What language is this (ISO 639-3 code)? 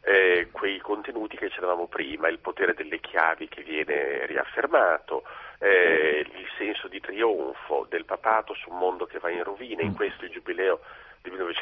ita